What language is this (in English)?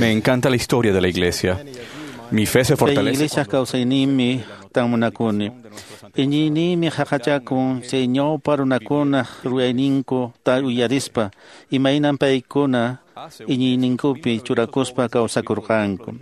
Quechua